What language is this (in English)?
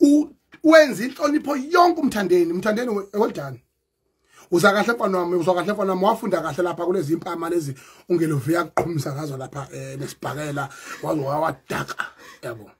Zulu